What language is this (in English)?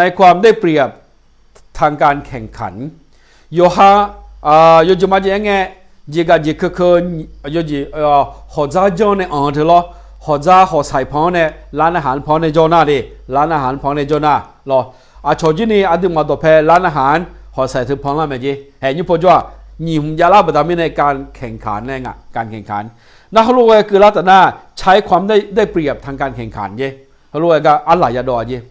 Akha